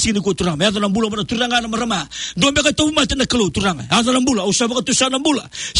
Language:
Fijian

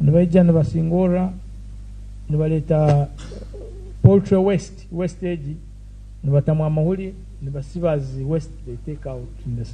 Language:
Nyankole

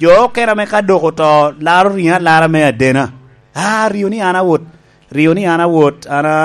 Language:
Lango (Uganda)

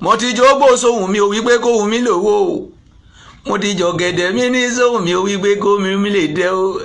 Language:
Yoruba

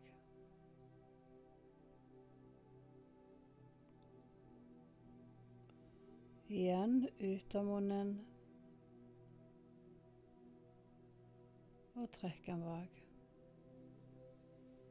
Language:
Norwegian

